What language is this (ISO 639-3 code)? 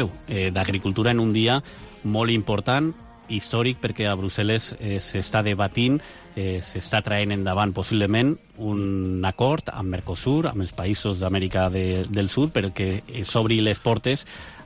cat